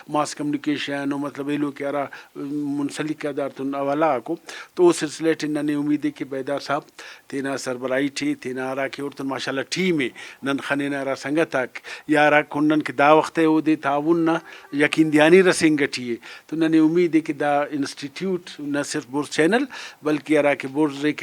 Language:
Brahui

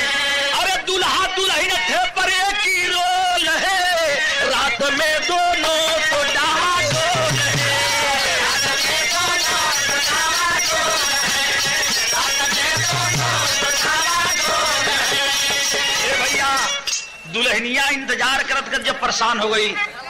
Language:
Bhojpuri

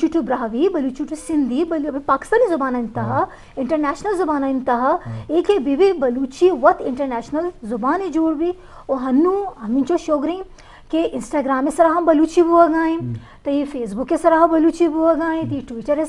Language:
Eastern Balochi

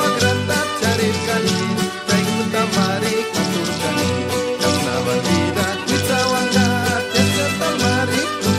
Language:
Xavánte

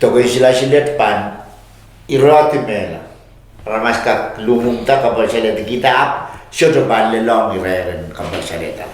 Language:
Pohnpeian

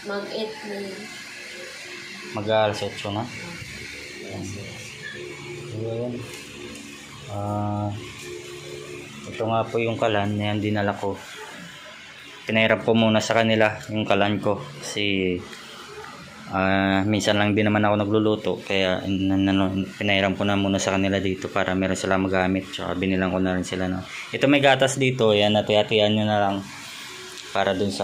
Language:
Filipino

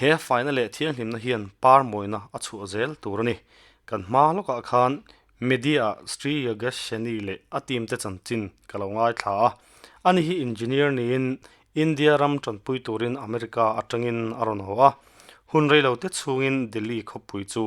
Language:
Mizo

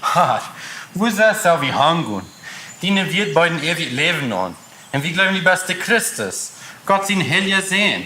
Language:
Plautdietsch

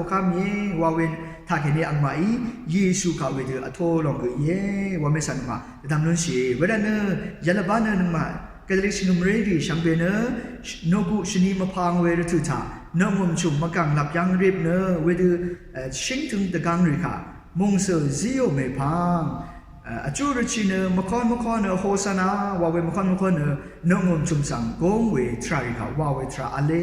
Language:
Rawang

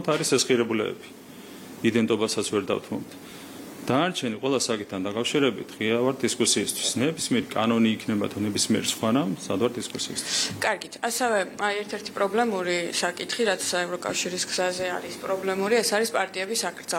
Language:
Georgian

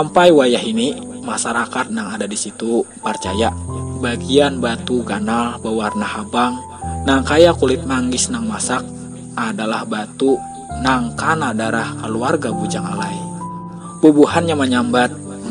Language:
Banjar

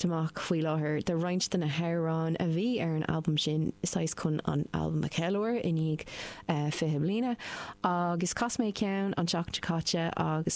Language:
Irish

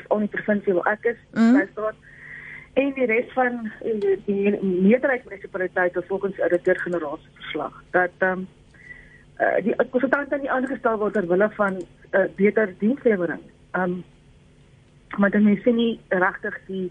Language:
Afrikaans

